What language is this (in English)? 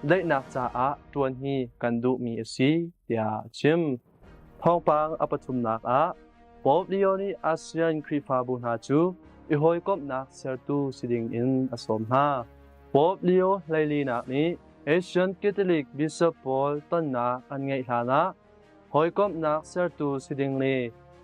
Hakha Chin